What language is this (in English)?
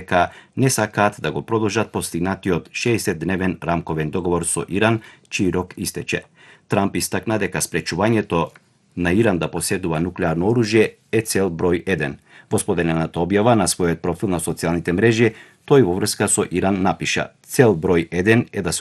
Macedonian